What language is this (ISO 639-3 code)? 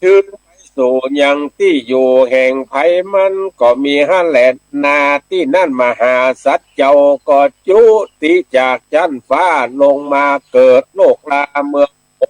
nod